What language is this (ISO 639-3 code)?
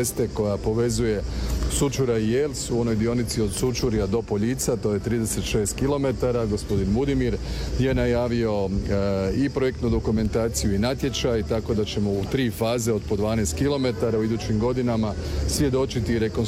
hrv